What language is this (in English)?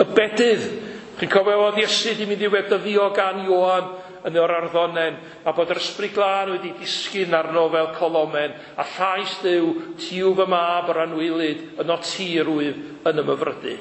Welsh